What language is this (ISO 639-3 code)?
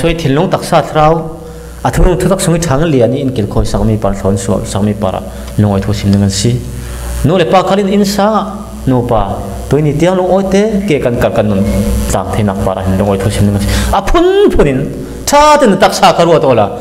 cfm